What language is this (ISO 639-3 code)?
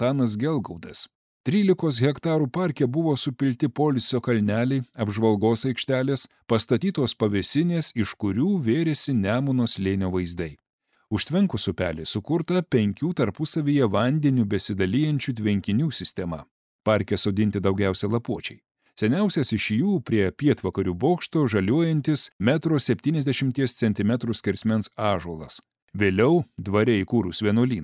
lit